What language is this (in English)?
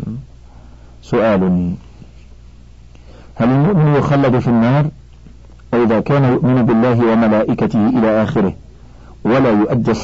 Arabic